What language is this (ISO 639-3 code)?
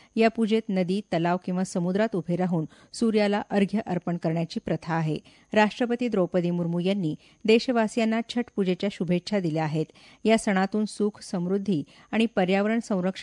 mar